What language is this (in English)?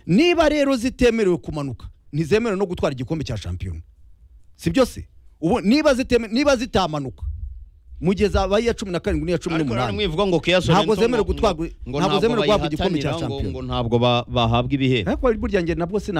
Kinyarwanda